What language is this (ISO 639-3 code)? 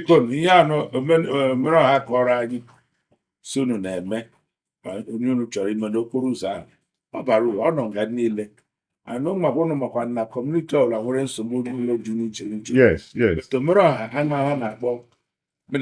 ibo